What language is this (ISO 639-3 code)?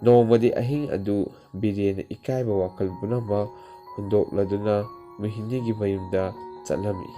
mni